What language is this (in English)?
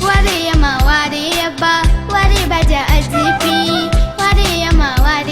Newari